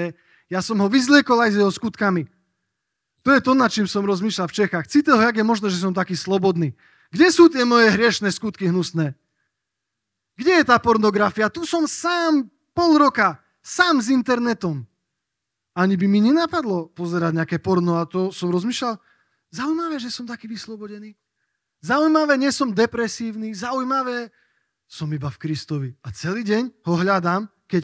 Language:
Slovak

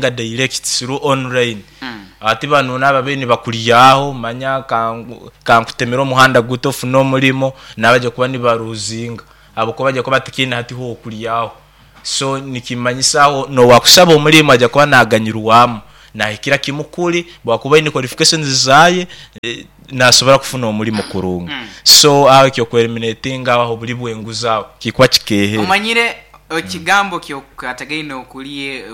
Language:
Nyankole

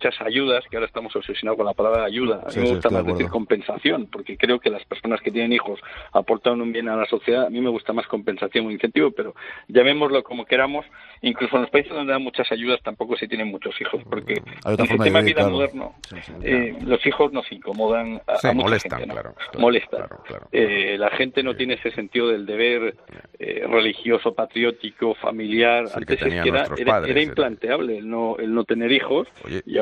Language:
Spanish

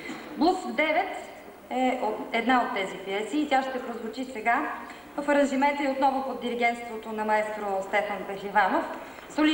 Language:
Bulgarian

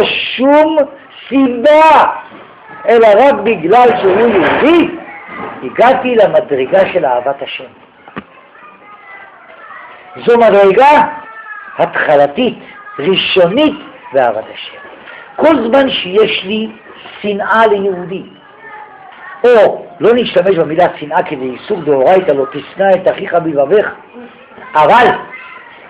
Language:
Hebrew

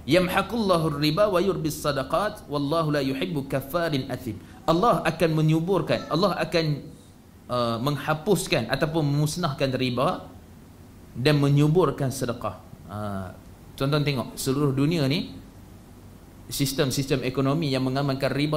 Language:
Malay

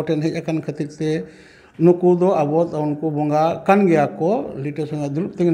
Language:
Santali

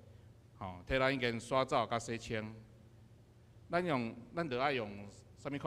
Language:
Min Nan Chinese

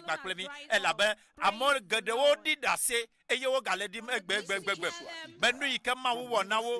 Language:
Ewe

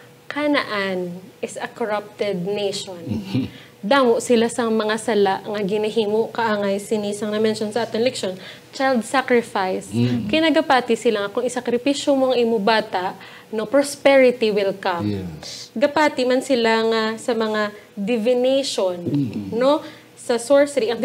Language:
Hiligaynon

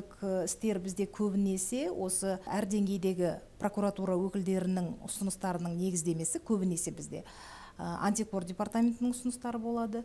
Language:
Kazakh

